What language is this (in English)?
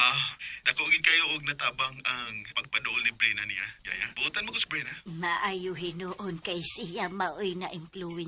Cebuano